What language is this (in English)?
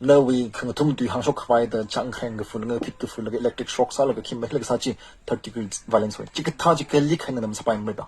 Tangkhul Naga (India)